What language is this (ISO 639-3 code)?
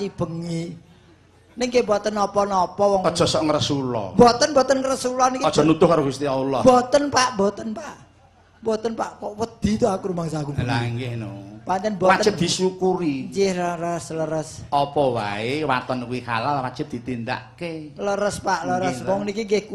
jav